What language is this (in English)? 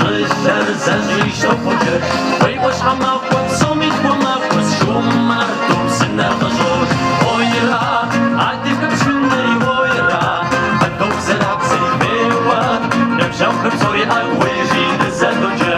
Kabardian